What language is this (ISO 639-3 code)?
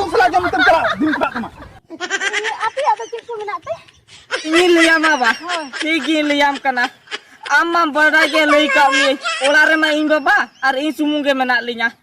sat